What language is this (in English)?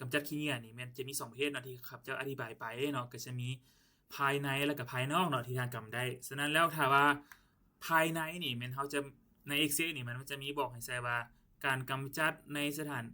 Lao